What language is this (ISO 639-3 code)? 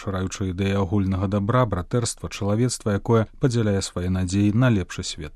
bel